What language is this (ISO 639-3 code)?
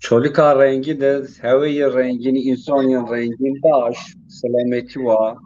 zza